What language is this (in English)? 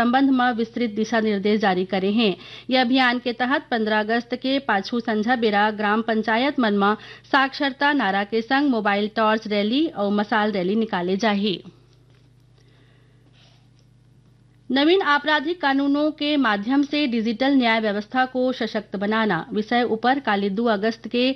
Chhattisgarhi